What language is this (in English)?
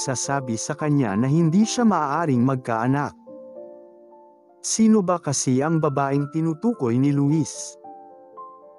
Filipino